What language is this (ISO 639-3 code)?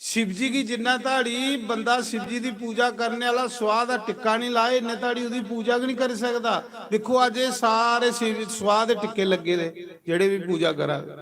doi